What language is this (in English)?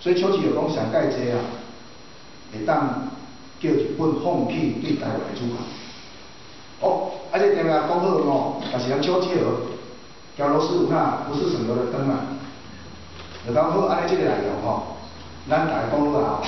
Min Nan Chinese